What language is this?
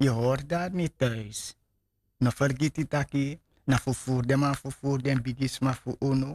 Sranan Tongo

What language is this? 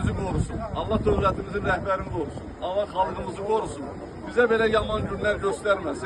Azerbaijani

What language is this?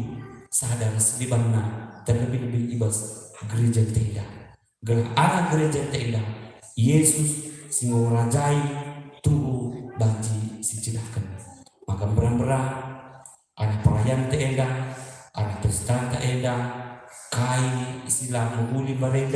Batak Karo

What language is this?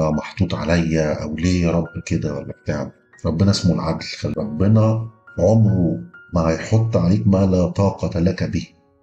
Egyptian Arabic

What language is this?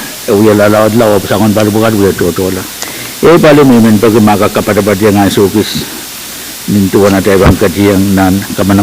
Pohnpeian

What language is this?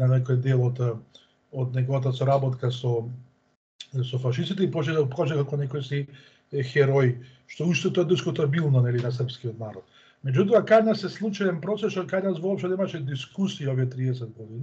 Macedonian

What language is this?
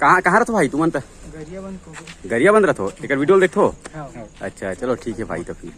Chhattisgarhi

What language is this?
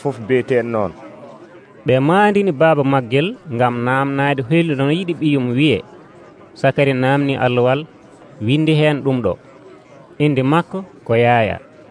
Nigerian Fulfulde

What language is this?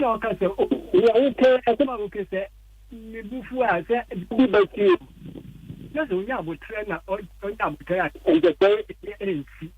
Akan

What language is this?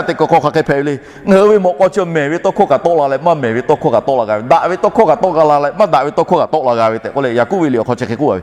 Lahu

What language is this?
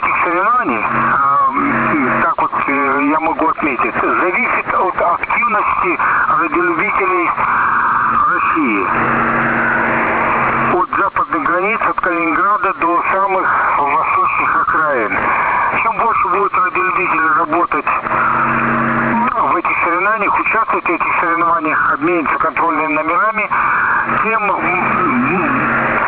Russian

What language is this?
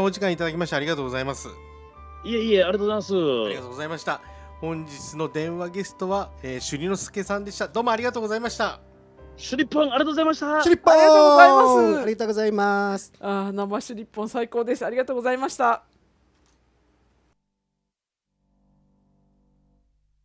Japanese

